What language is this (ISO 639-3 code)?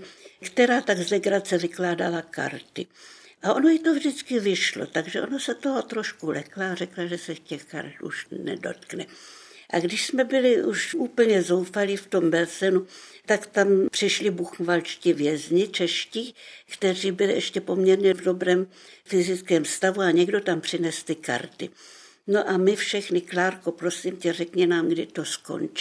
ces